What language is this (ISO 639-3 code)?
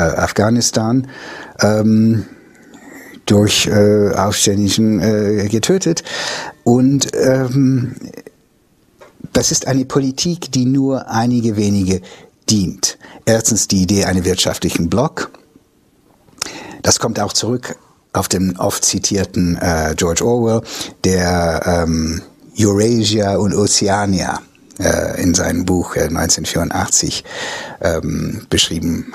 deu